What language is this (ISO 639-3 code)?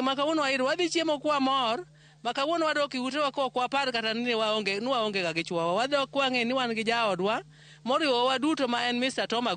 luo